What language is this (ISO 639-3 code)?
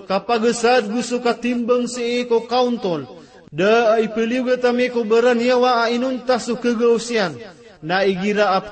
mrw